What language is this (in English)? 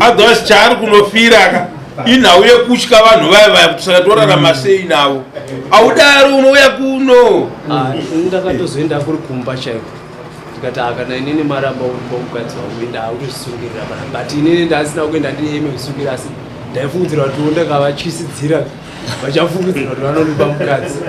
Shona